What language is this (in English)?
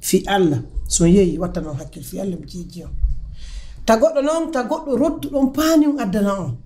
Pular